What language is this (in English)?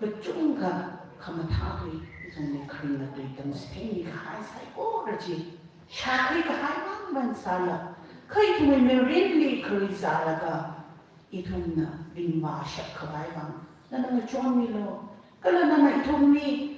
Tangkhul Naga (India)